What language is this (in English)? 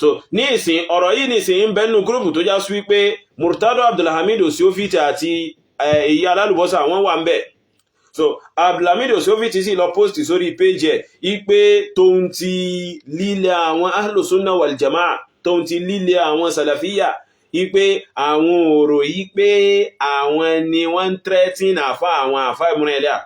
Yoruba